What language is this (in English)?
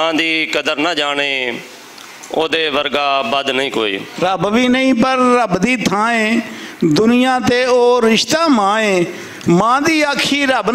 Western Panjabi